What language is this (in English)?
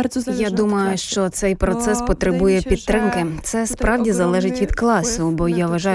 Ukrainian